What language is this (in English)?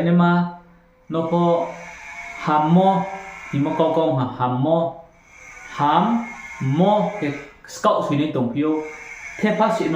Riang (India)